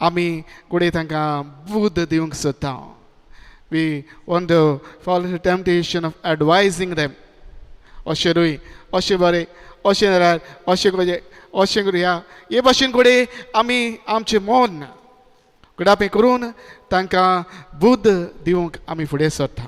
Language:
Konkani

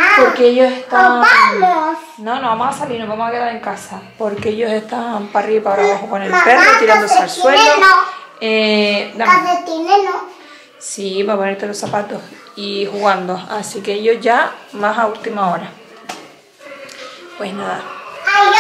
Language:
Spanish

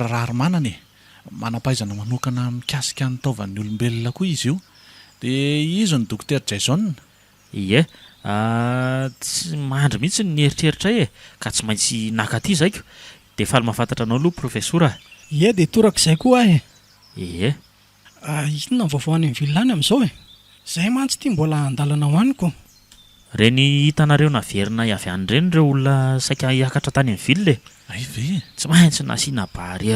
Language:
Malagasy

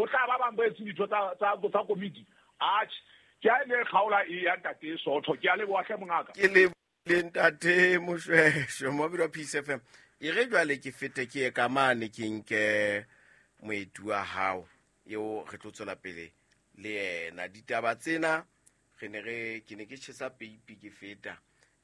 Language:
Southern Sotho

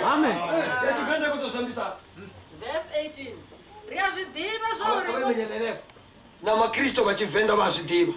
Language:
Venda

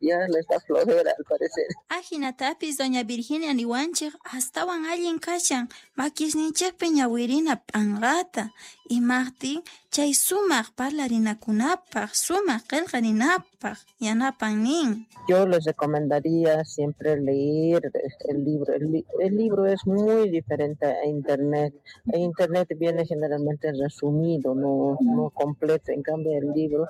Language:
South Bolivian Quechua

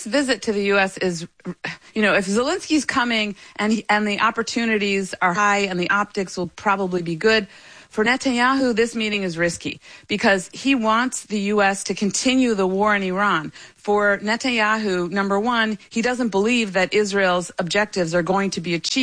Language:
English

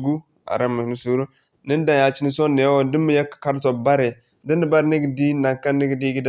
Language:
Zarma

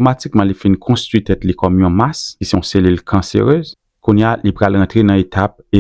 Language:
Haitian Creole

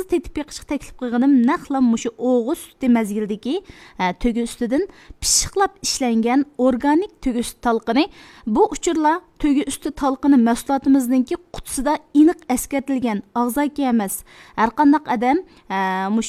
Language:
Uyghur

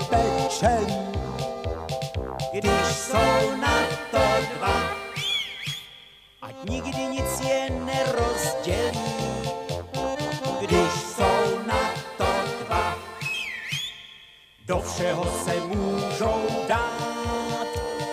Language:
Czech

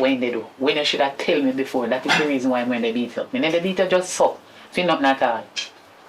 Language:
Jamaican Creole English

